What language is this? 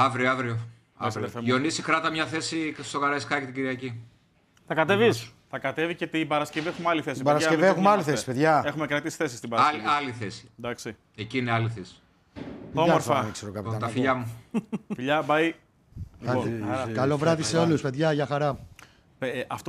Greek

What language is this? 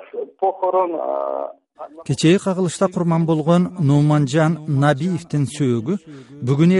Kyrgyz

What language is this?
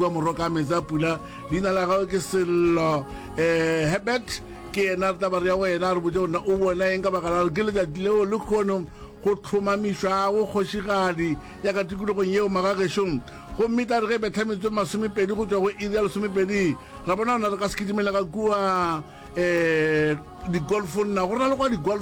Northern Sotho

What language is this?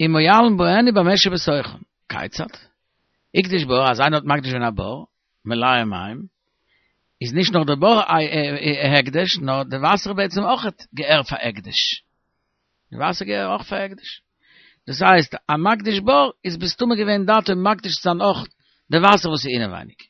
Yiddish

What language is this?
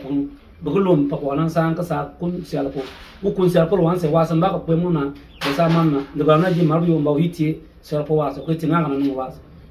Bimoba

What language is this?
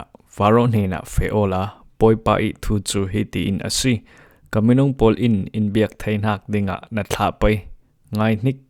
Falam Chin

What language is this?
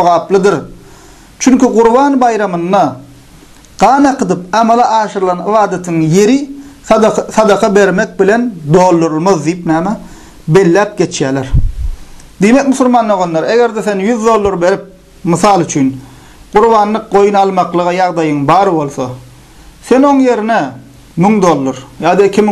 Turkmen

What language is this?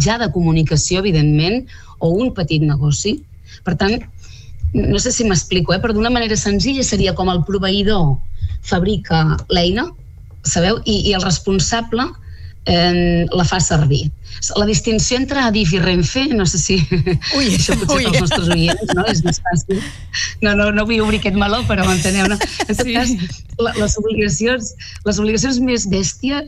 Catalan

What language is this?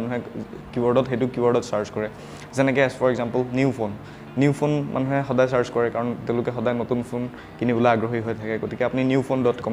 Assamese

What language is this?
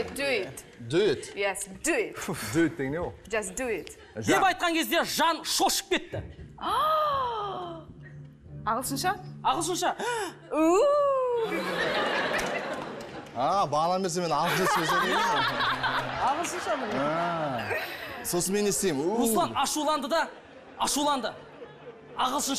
Kazakh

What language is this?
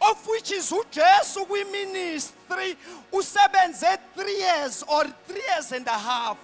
Zulu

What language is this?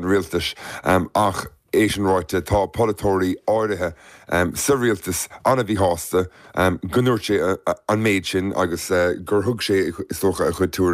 Irish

